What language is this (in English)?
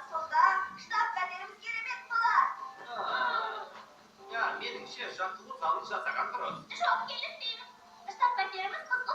Kazakh